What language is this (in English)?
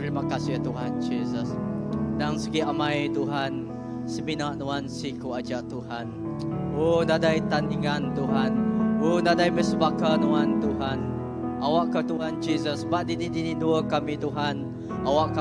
Iban